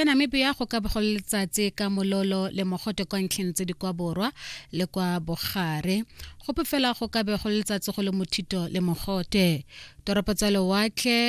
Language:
Tswana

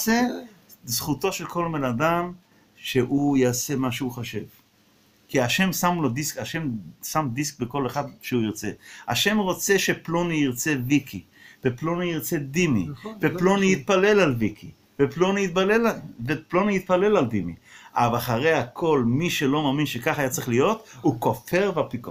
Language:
Hebrew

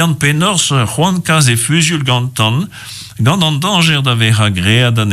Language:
Breton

